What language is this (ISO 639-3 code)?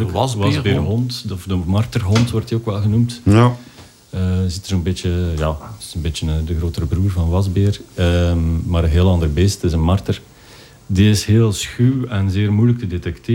nld